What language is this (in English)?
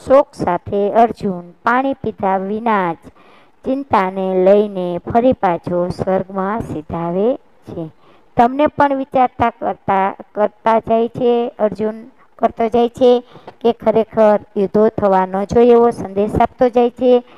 Gujarati